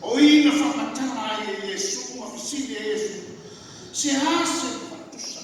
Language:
Samoan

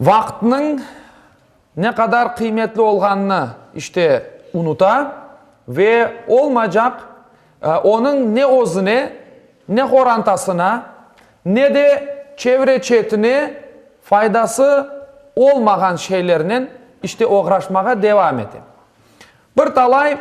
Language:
Crimean Tatar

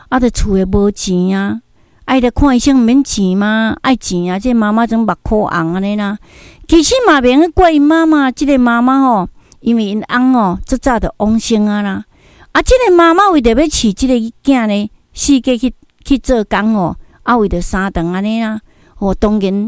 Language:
Min Nan Chinese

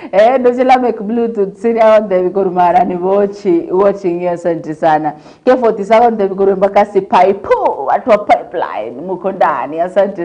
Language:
Gusii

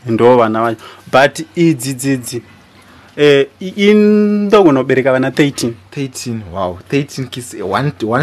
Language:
Shona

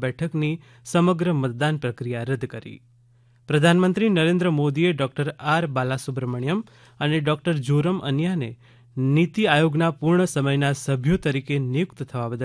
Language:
Gujarati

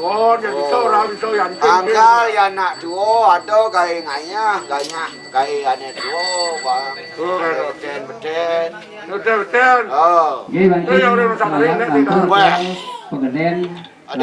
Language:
Balinese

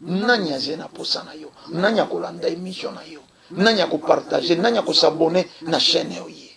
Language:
Lingala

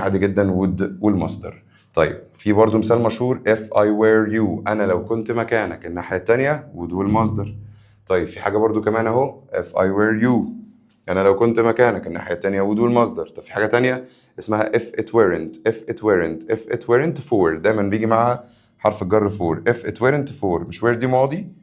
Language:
Egyptian Arabic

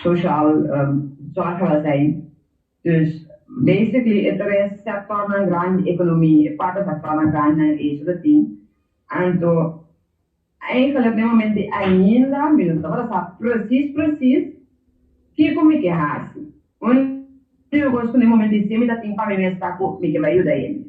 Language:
Papiamento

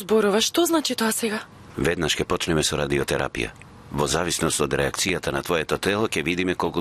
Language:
Macedonian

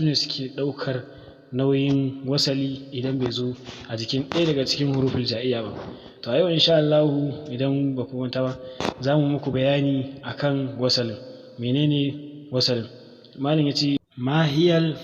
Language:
Hausa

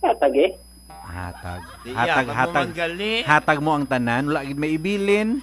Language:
Hiligaynon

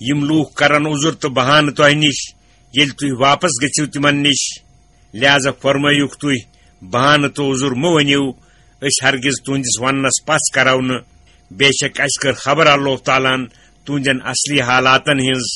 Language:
Kashmiri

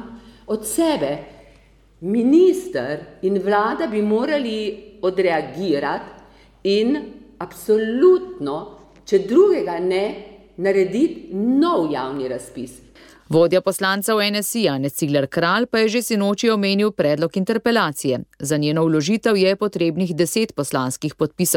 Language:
Slovenian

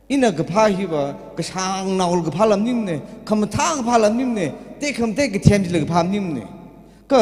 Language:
Tangkhul Naga (India)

